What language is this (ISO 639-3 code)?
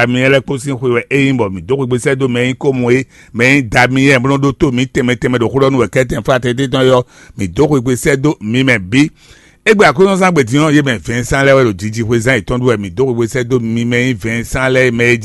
fon